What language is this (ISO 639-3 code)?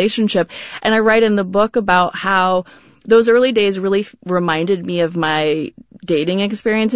eng